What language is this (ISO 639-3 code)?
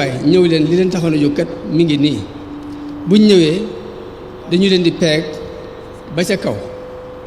wol